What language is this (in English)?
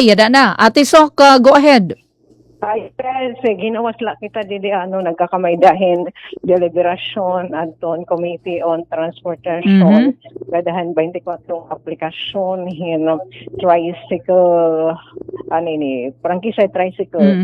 Waray